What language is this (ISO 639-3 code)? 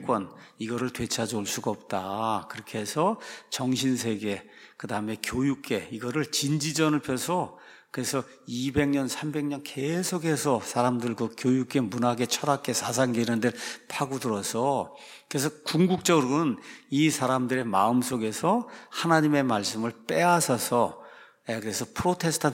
kor